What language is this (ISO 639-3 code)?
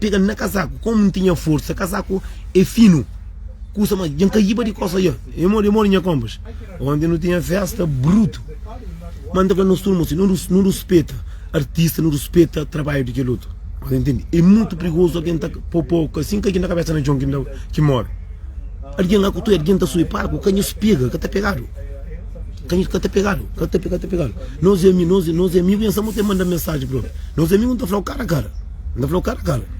kea